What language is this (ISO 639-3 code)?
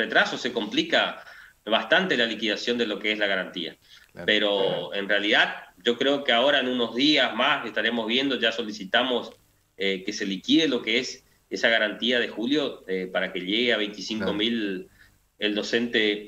spa